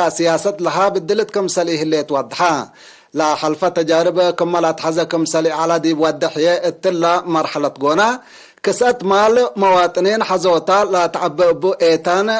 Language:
Tigre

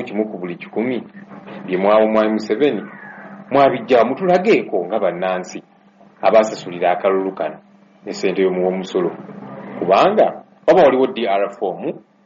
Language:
Ganda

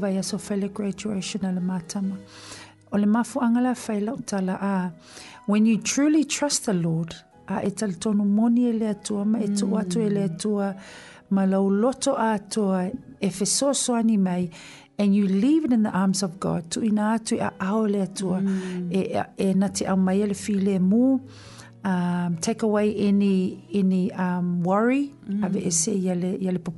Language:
Samoan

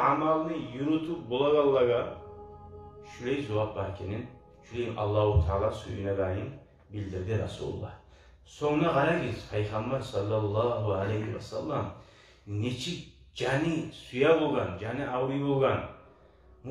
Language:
Kumyk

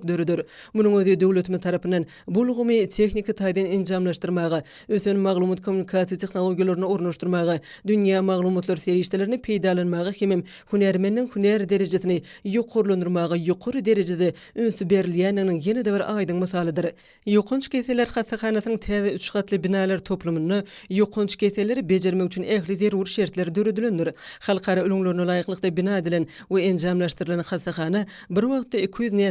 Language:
Turkmen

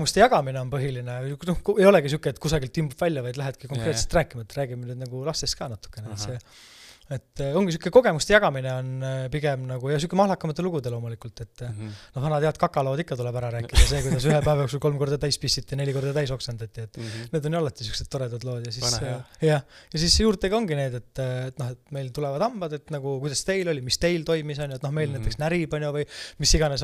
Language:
Estonian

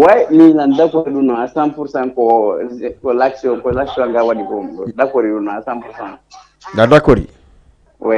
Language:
Fula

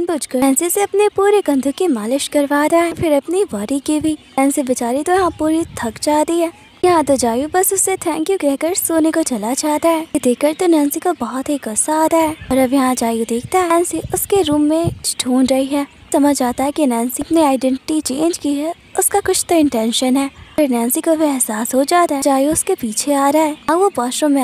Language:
Hindi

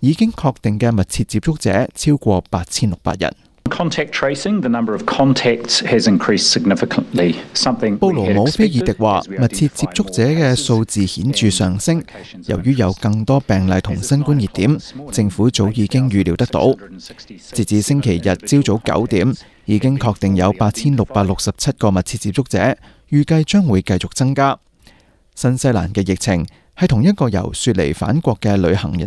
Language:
Cantonese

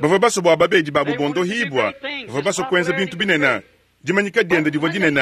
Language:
Luba-Lulua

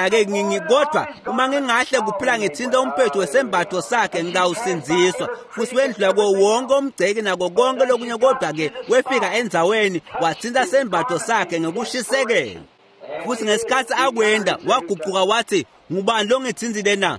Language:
Swati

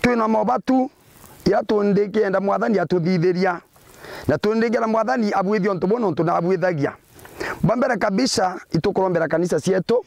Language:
Meru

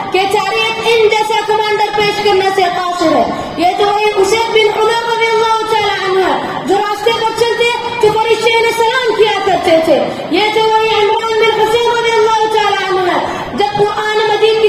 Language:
Urdu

